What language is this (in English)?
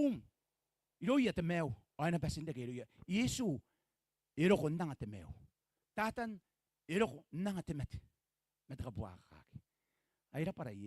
Gilbertese